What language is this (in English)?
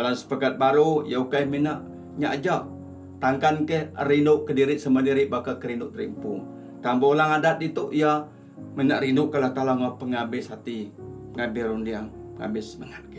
Iban